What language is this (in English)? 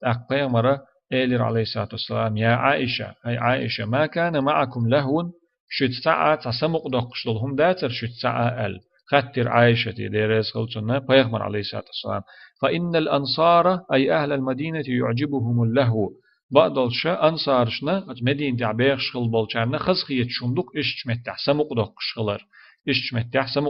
Chechen